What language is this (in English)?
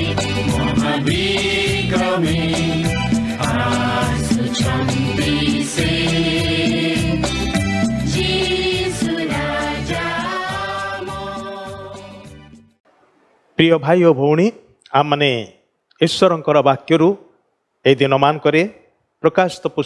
Odia